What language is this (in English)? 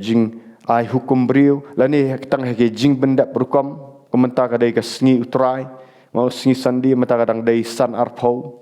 Khasi